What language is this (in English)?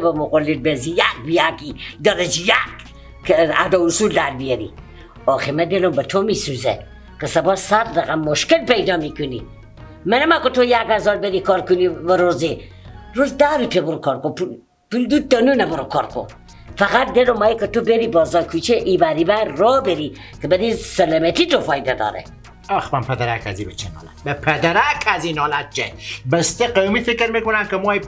Persian